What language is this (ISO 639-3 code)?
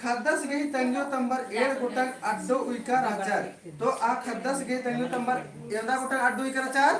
kru